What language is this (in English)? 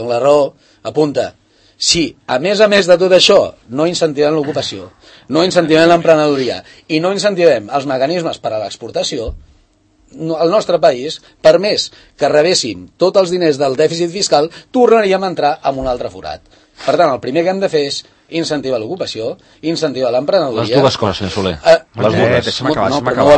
Catalan